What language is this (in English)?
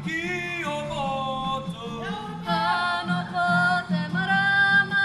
Māori